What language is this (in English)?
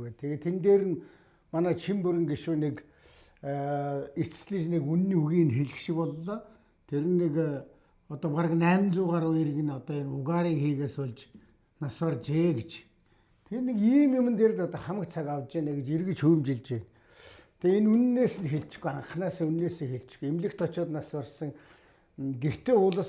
Mongolian